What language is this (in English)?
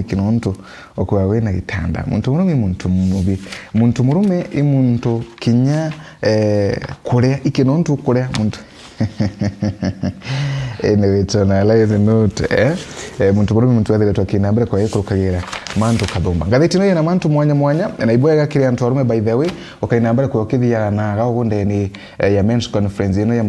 Meru